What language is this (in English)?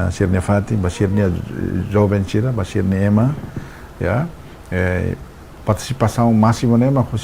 Tetum